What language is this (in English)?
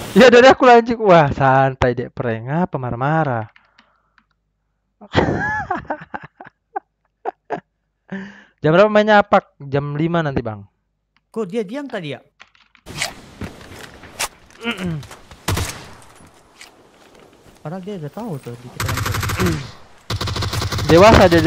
Indonesian